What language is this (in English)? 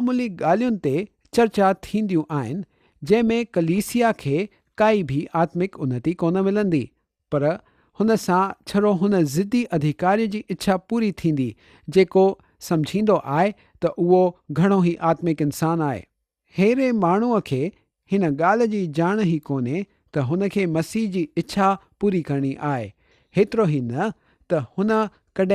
Sindhi